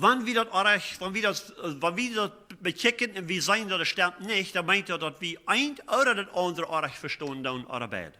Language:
Plautdietsch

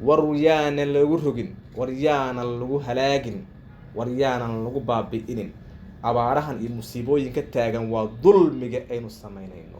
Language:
Somali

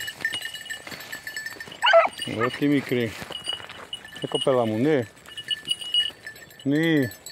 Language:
Greek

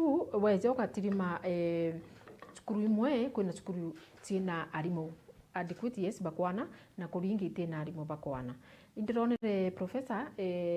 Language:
Meru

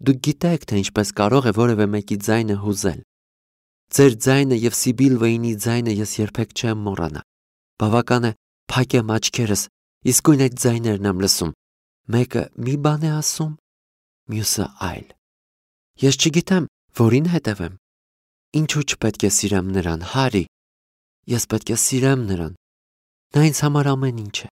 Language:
Armenian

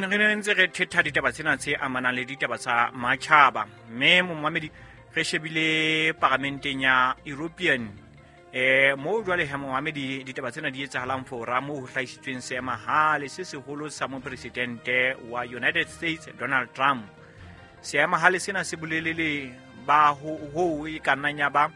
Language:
Southern Sotho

